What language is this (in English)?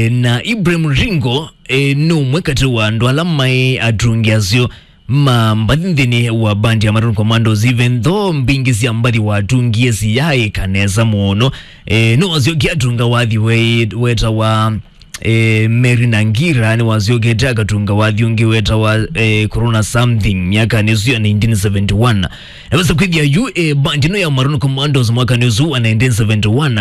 Kamba